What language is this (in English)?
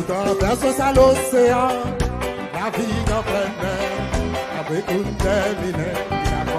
Seselwa Creole French